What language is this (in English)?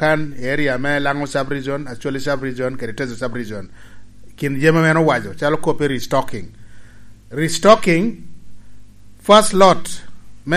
Lango (Uganda)